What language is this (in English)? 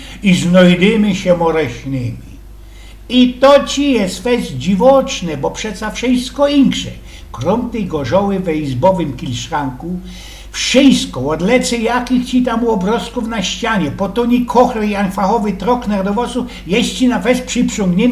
Silesian